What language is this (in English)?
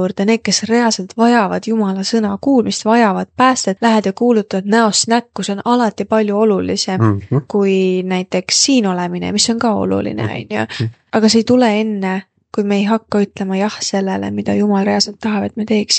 Estonian